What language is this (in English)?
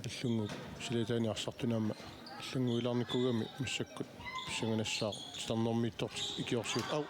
Kalaallisut